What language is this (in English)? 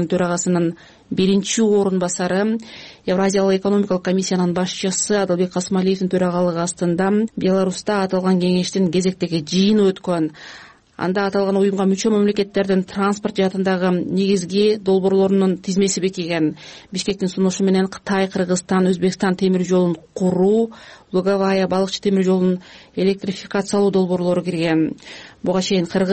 Kyrgyz